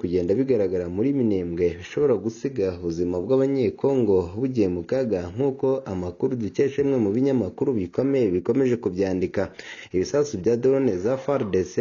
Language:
Kinyarwanda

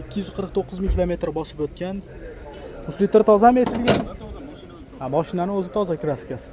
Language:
Uzbek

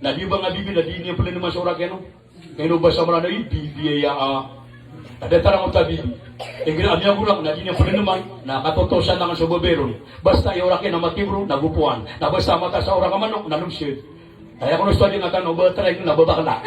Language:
Maranao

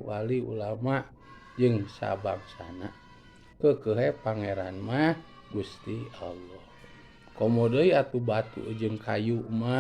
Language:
Sundanese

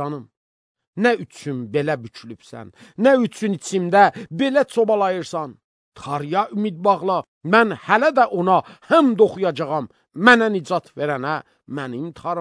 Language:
Azerbaijani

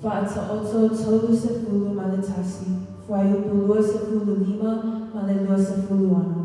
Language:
Samoan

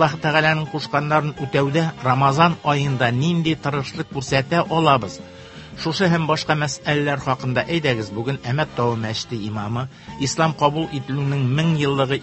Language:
Tatar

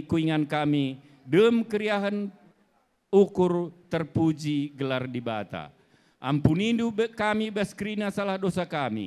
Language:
Batak Karo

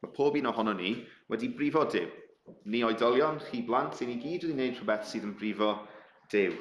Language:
Welsh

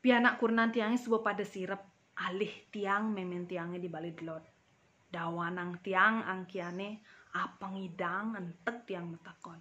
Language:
Balinese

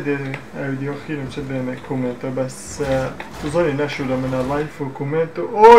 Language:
Kurdish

